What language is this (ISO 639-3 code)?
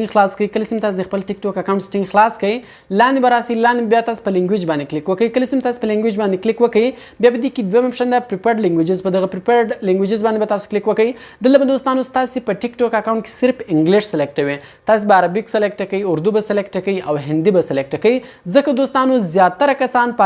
pus